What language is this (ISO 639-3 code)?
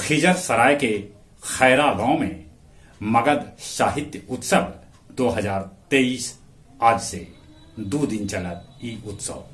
mag